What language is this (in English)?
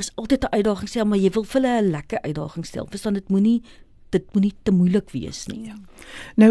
Afrikaans